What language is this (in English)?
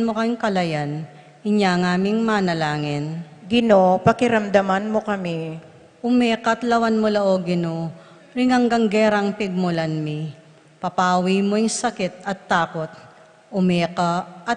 Pampanga